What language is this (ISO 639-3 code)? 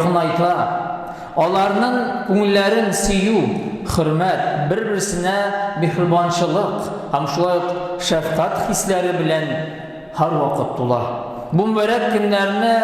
tat